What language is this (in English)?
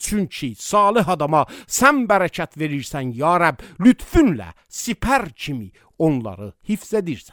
Azerbaijani